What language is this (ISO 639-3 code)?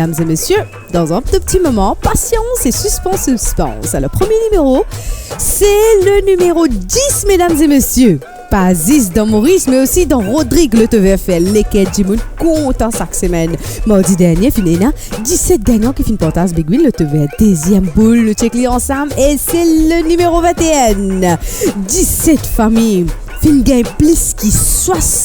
mfe